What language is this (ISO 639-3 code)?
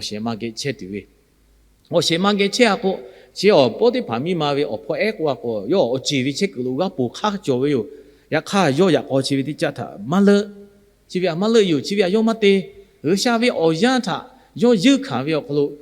lhu